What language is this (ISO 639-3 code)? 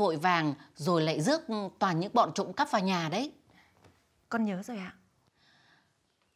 vie